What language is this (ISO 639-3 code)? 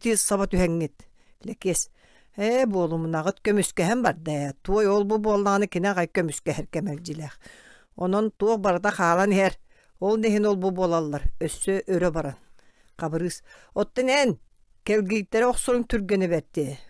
sah